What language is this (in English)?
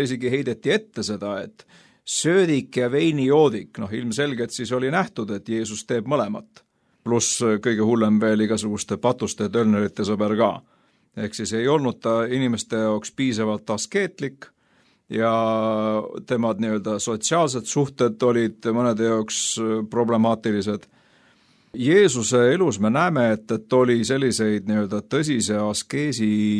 Estonian